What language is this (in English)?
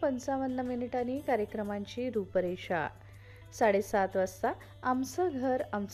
Marathi